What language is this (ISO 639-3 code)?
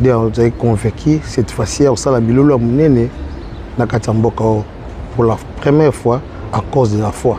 lin